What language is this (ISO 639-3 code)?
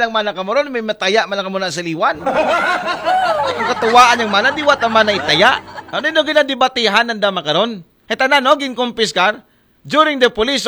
akl